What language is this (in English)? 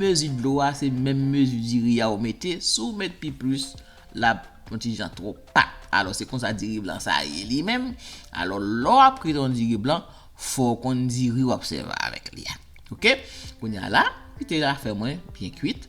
Haitian Creole